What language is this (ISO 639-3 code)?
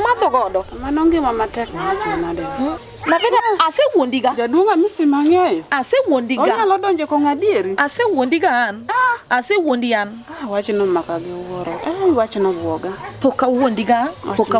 luo